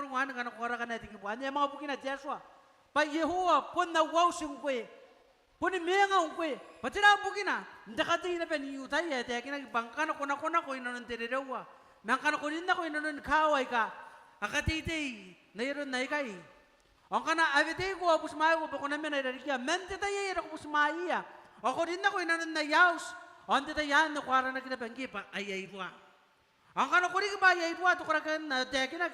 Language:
Gilbertese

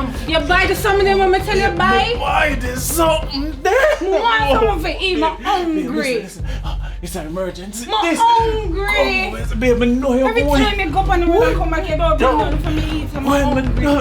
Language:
Jamaican Creole English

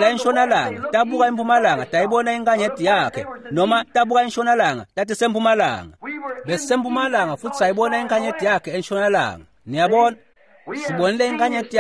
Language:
Swati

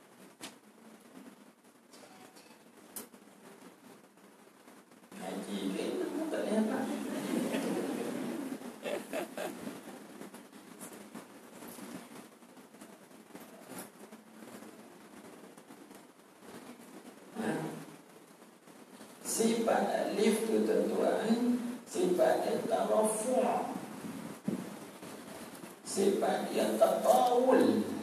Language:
Malay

